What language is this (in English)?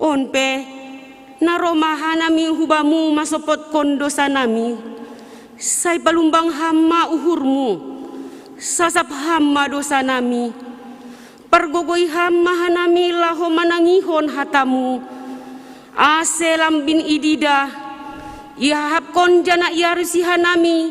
Batak Simalungun